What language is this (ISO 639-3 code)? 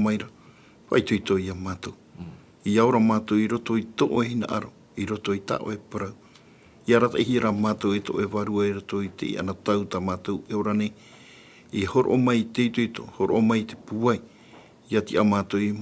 tah